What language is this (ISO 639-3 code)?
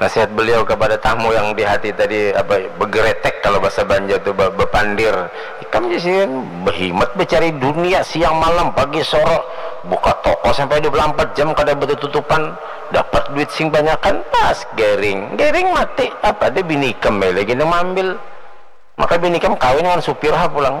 bjn